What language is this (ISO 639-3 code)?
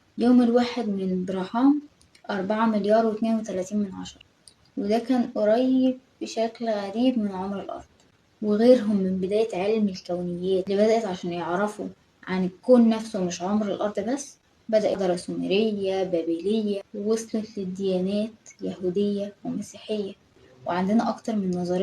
arz